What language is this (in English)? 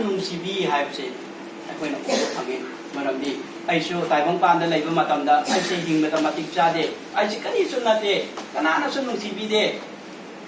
Manipuri